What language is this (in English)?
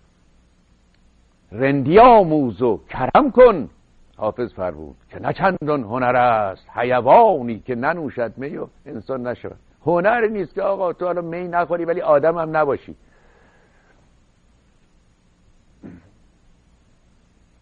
Persian